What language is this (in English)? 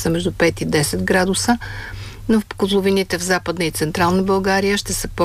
Bulgarian